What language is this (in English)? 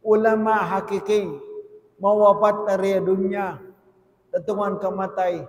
Tausug